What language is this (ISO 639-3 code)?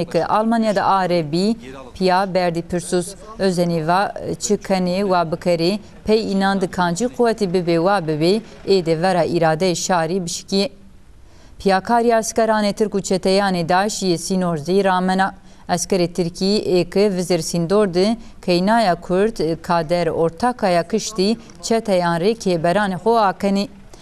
zza